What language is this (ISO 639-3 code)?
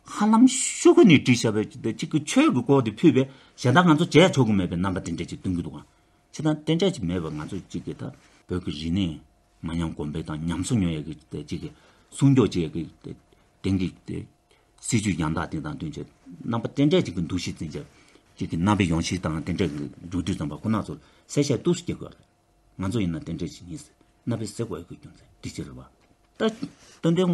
bod